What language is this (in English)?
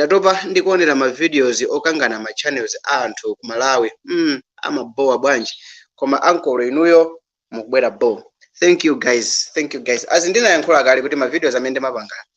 Nyanja